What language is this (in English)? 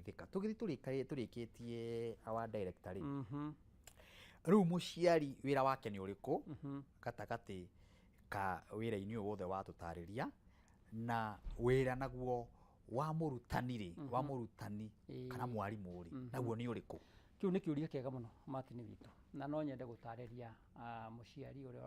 Kikuyu